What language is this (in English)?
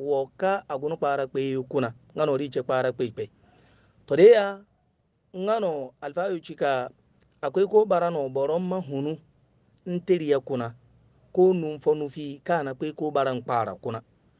Hausa